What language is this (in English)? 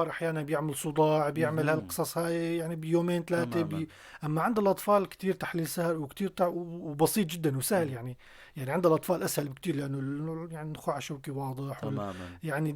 North Levantine Arabic